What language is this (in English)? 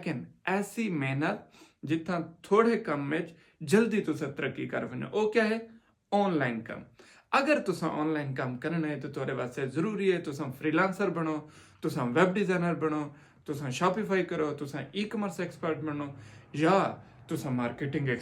Saraiki